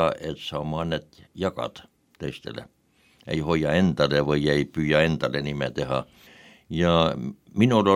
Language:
Estonian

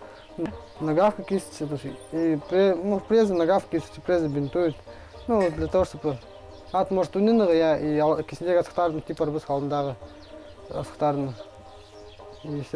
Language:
Khakas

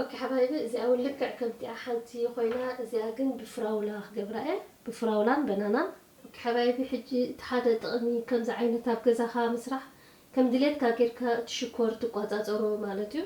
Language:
Tigrinya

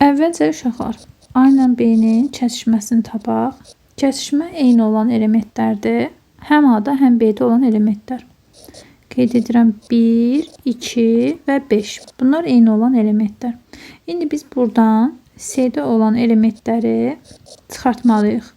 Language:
Azerbaijani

